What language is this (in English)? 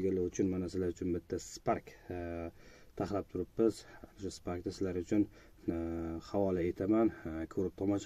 Uzbek